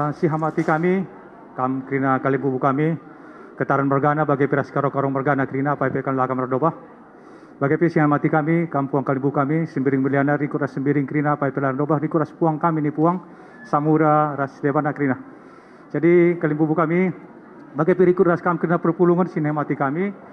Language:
Batak Karo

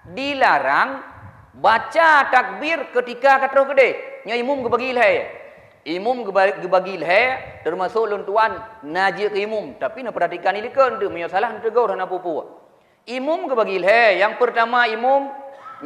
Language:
Achinese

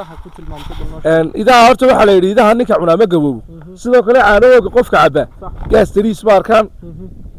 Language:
Somali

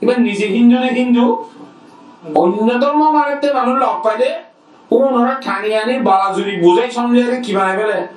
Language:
Rohingya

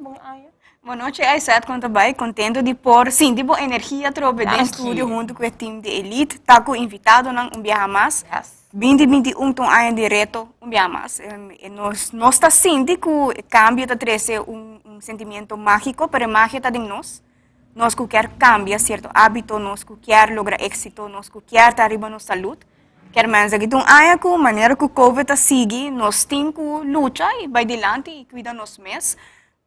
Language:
Papiamento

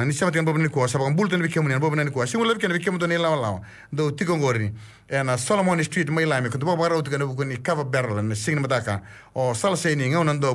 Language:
Fijian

